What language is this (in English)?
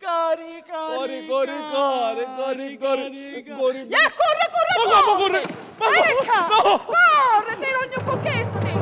Sicilian